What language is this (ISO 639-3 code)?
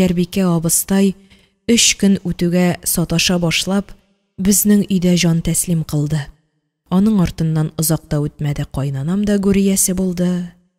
tat